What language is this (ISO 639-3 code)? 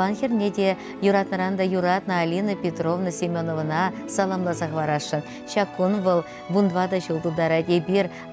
chv